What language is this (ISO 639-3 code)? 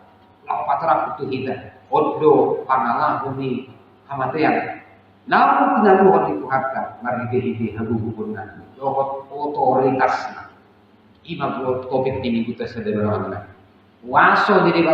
bbc